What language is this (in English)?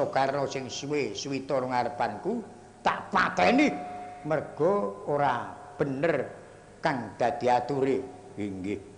Javanese